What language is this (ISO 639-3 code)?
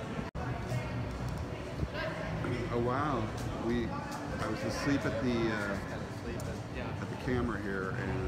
eng